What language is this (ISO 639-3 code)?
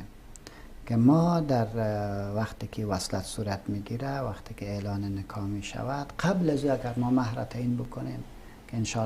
fas